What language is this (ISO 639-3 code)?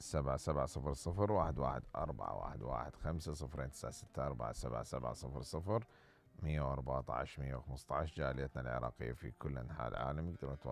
acm